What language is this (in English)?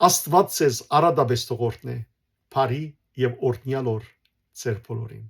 Western Armenian